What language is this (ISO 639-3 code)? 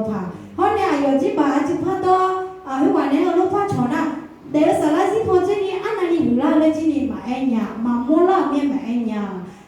ahk